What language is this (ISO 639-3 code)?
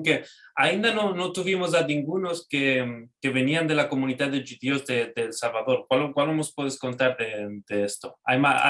lad